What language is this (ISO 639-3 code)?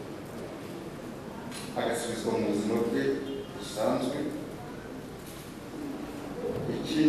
kin